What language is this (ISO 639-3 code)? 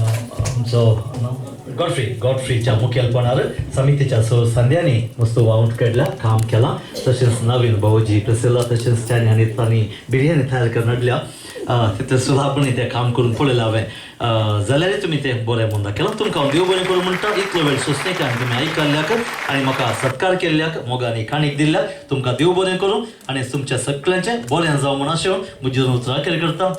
kok